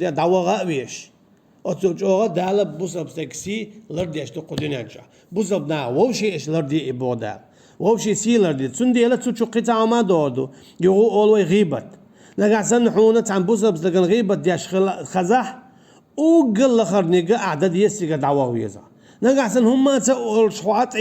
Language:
Chechen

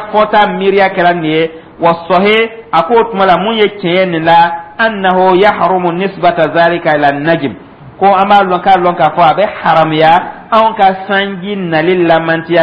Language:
Dyula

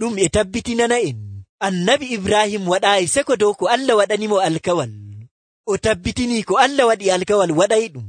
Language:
Nigerian Fulfulde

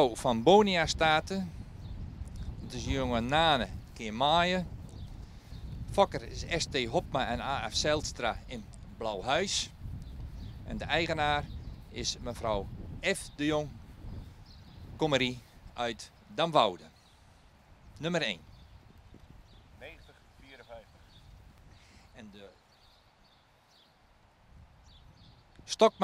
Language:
Dutch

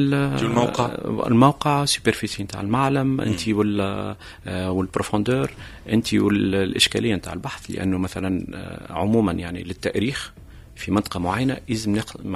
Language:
Tunisian Arabic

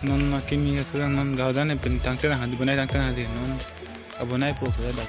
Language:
Karbi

